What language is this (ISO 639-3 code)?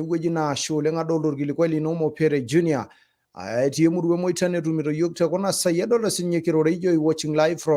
mas